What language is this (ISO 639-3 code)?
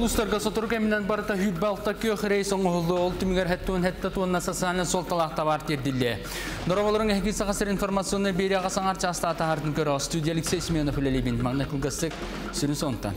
sah